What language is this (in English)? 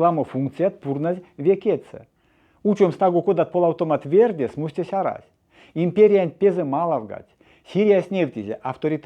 Erzya